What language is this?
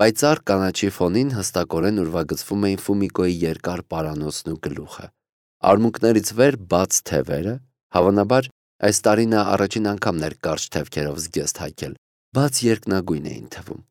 Armenian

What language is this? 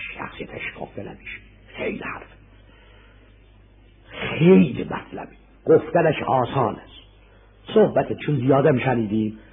Persian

